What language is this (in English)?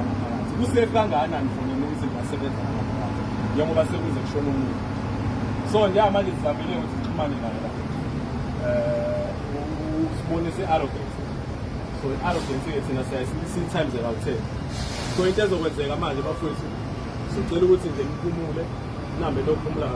Zulu